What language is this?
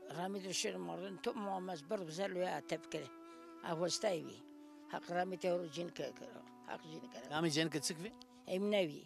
Zaza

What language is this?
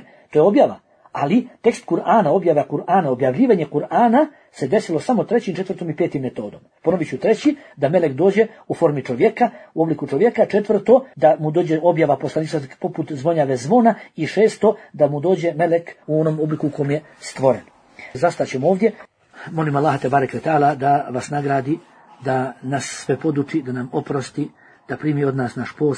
Bosnian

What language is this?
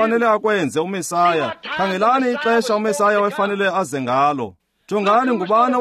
Xhosa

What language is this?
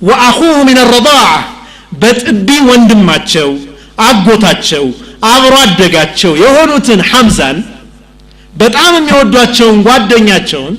Amharic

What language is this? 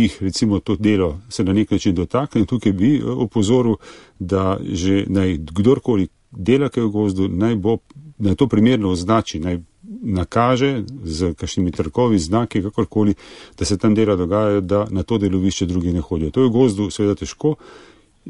Slovenian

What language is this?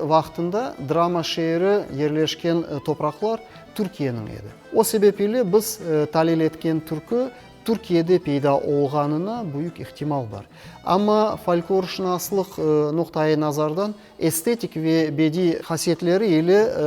Crimean Tatar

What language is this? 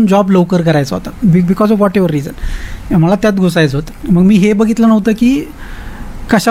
Marathi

